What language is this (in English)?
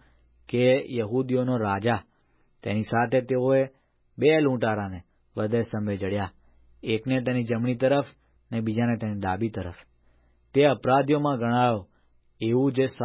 Gujarati